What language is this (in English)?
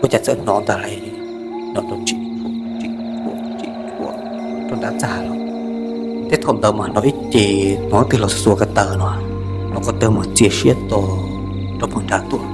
Hmong